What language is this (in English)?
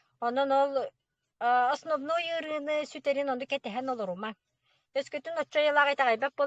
Yakut